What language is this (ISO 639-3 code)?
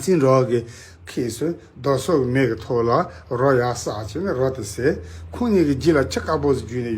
bod